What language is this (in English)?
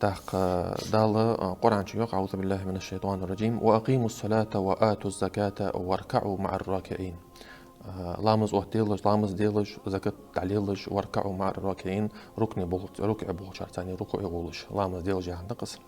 Ingush